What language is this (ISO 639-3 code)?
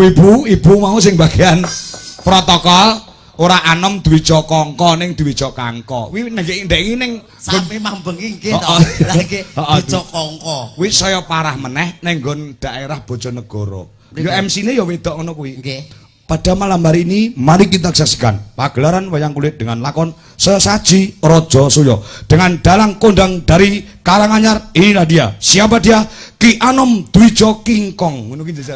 jav